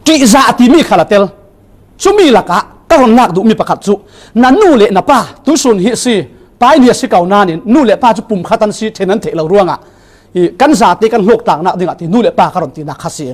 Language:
Falam Chin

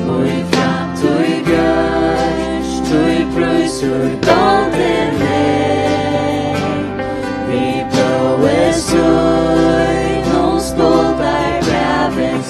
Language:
Faroese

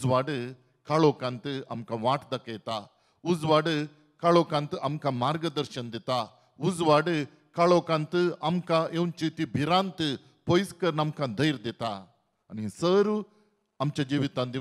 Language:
Konkani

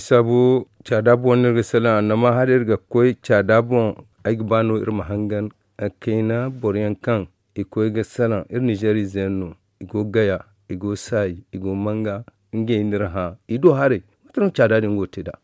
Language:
Zarma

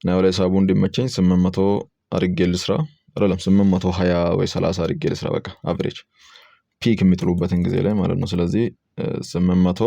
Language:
Amharic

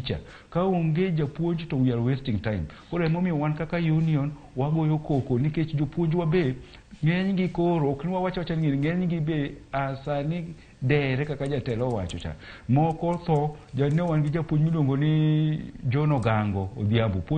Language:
Luo (Kenya and Tanzania)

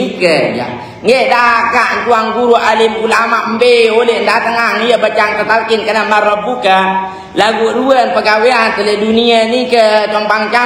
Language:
Sasak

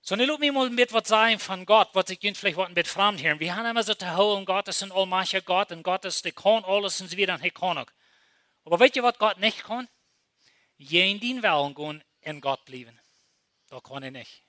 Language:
Plautdietsch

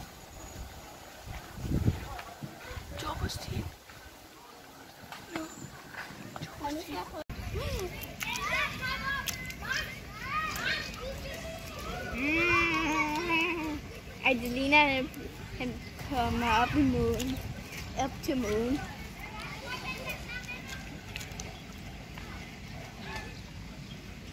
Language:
Danish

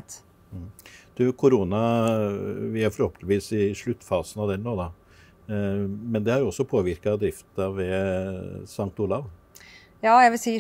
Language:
Norwegian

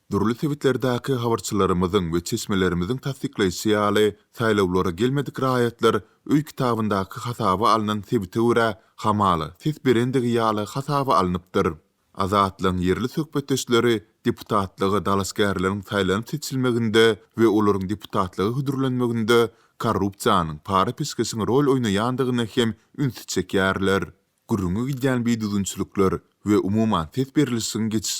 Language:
Turkmen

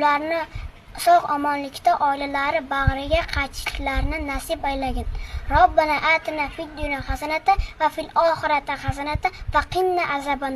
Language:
Uzbek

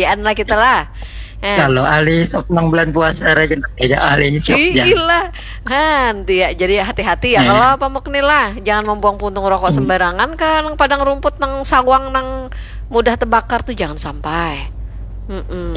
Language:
Banjar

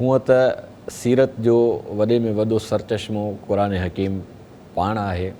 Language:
Sindhi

